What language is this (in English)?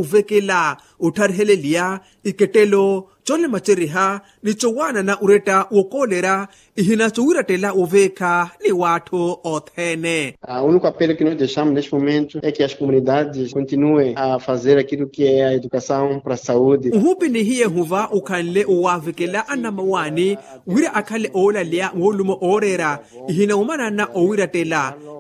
Makhuwa